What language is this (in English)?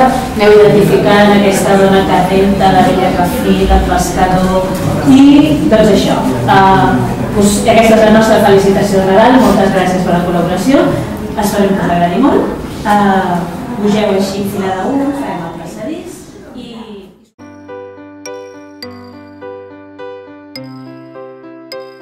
Catalan